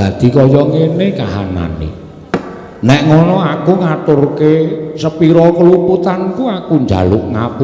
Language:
Javanese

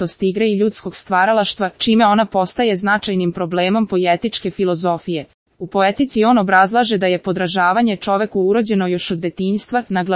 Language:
Serbian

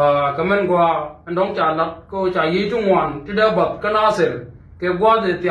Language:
Nuer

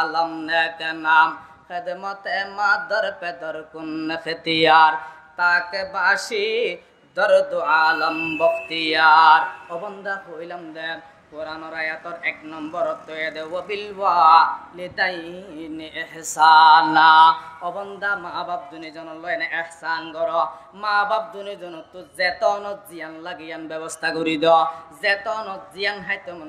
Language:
Rohingya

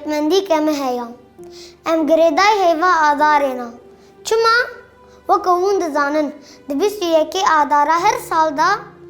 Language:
Kurdish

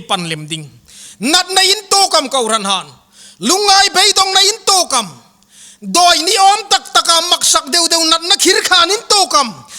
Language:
Hmar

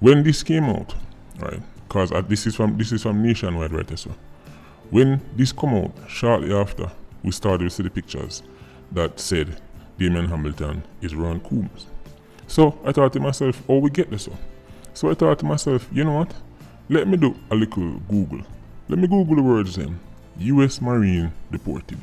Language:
Jamaican Creole English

